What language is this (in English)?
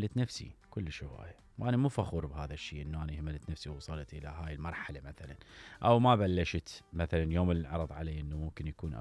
Mesopotamian Arabic